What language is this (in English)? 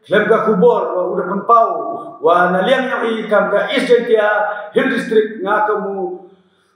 Pnar